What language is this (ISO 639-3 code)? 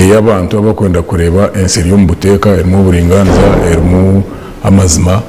nyn